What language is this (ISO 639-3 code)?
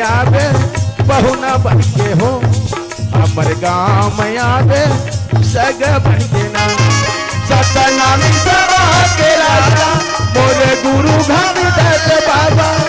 hne